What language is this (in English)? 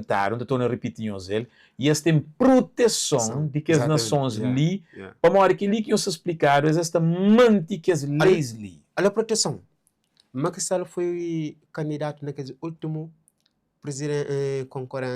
Kabuverdianu